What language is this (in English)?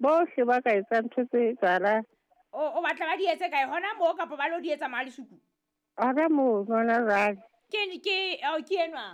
Southern Sotho